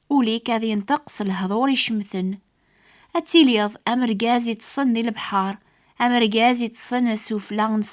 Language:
Kabyle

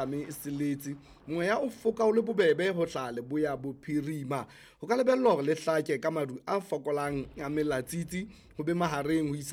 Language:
Southern Sotho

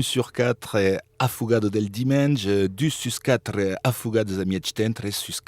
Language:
Occitan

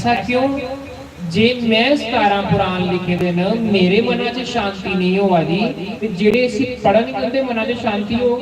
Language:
Dogri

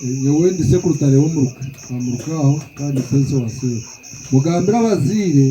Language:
Nyankole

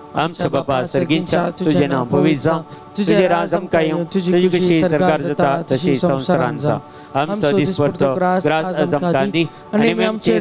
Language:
Konkani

